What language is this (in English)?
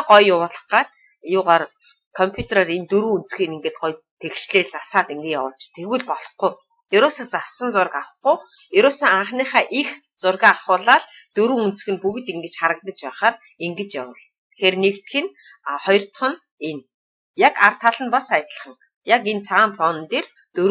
Mongolian